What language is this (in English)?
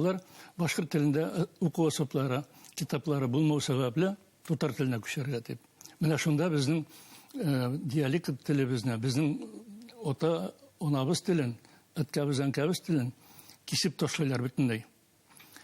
Bashkir